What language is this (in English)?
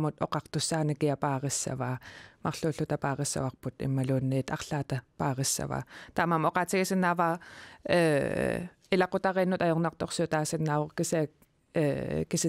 Kalaallisut